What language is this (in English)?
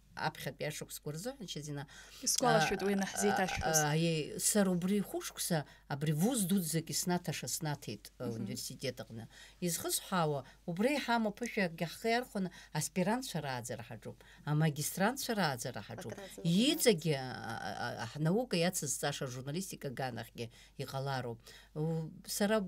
Abkhazian